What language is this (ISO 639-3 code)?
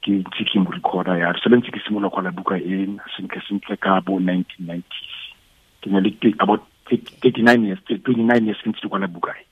tsn